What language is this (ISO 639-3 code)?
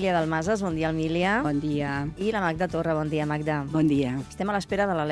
cat